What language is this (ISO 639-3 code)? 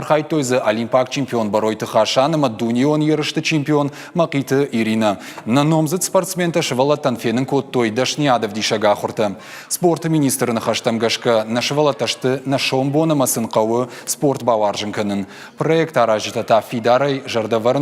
oss